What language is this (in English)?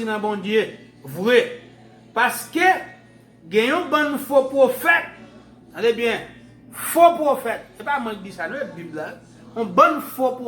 Haitian Creole